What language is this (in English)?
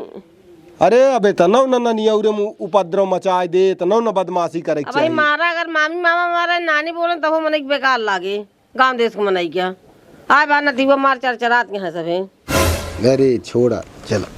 Awadhi